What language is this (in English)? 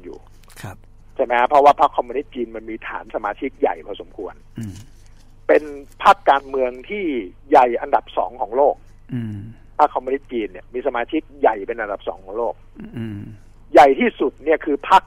Thai